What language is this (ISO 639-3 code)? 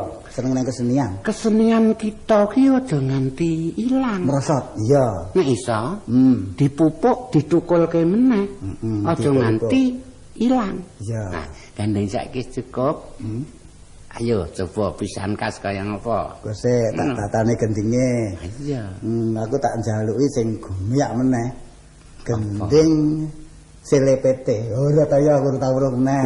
jav